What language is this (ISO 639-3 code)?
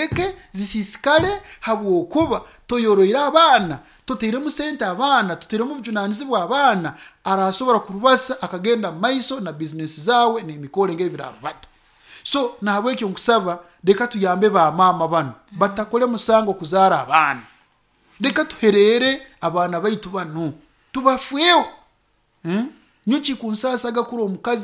nyo